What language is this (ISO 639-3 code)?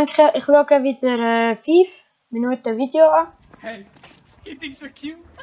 gsw